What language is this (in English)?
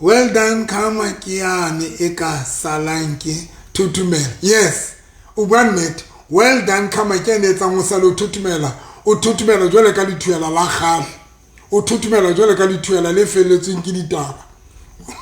Southern Sotho